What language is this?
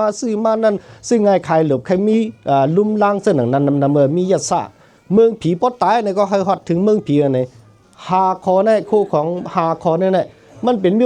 Shan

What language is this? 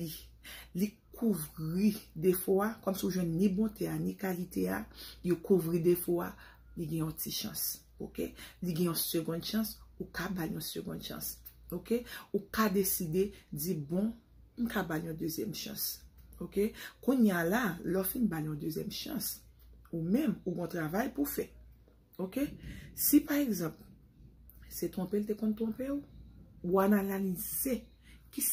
Haitian Creole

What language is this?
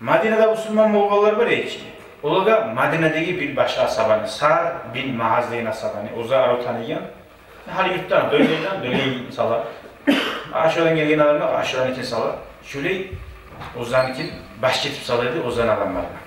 Kumyk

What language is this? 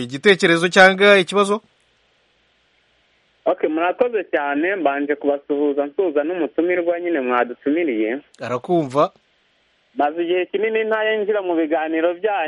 Kinyarwanda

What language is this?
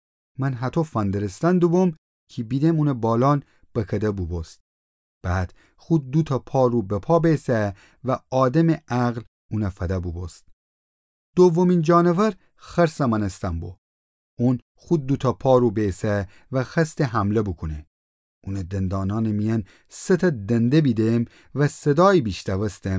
Gilaki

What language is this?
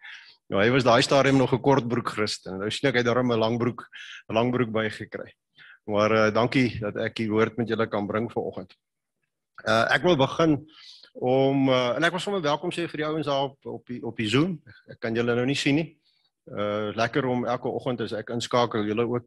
Afrikaans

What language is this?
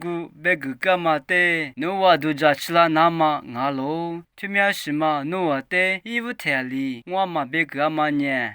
Lisu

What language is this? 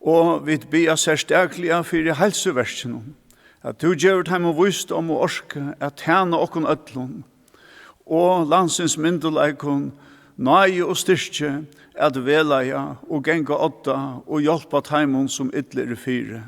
Faroese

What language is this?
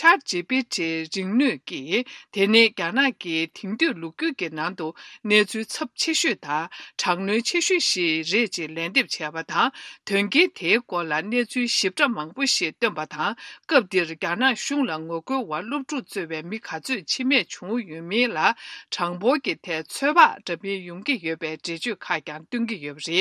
Tibetan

